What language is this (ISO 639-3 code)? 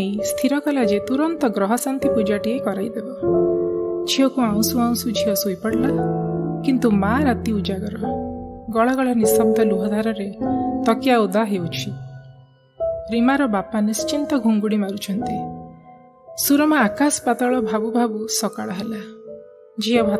ori